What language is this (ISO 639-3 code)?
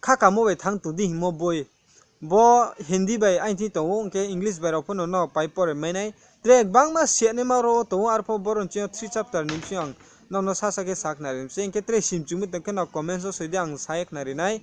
ria